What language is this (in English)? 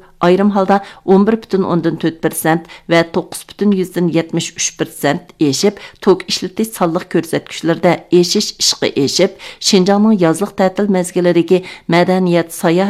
Uyghur